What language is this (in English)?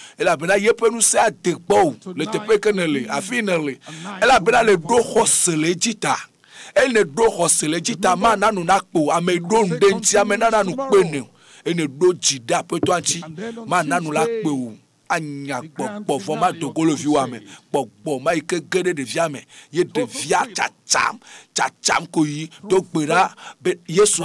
Ewe